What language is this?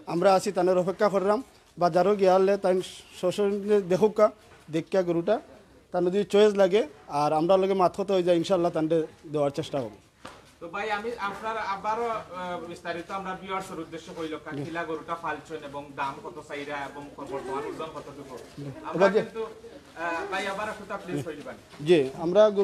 Sylheti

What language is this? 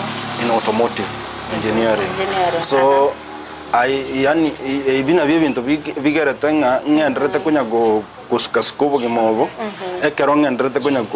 Gusii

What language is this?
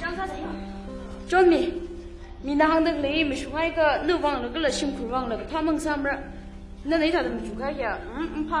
Tangkhul Naga (India)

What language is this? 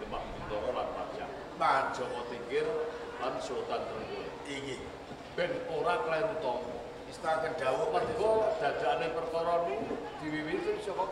Javanese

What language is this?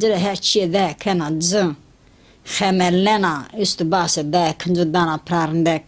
Zaza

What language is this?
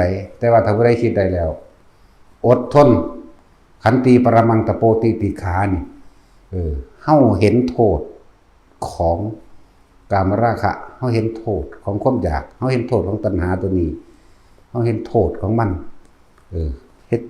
Northeastern Thai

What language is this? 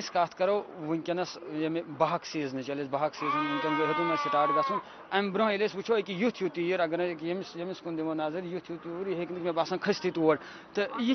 Kashmiri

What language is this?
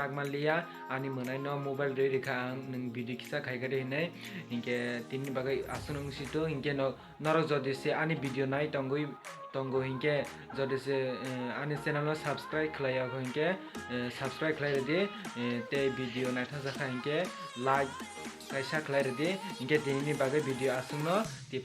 Kok Borok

